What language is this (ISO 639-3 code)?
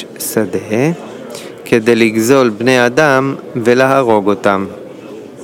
heb